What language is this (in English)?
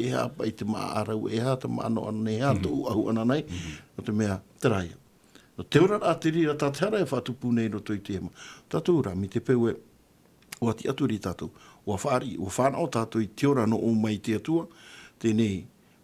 Tahitian